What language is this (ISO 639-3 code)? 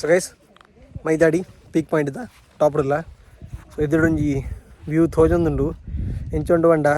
tcy